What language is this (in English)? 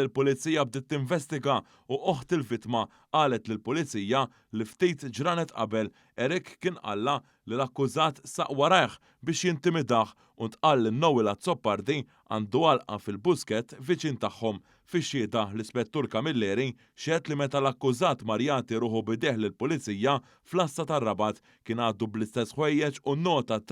Maltese